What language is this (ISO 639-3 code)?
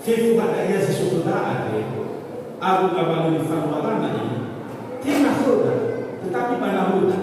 nia